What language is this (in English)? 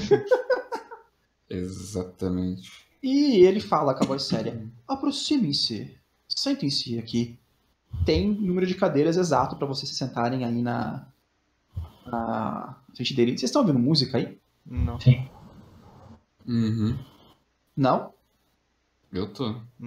Portuguese